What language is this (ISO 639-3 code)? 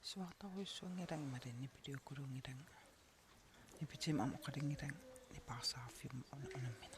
kal